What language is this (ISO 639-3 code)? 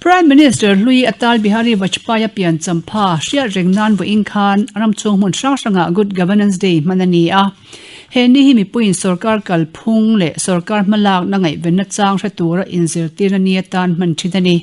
lus